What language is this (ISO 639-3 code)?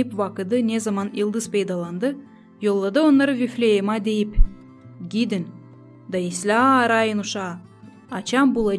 gag